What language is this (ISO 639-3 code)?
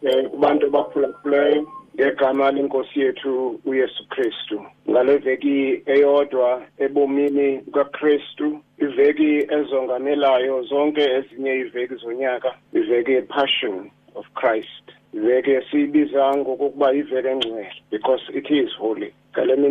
xho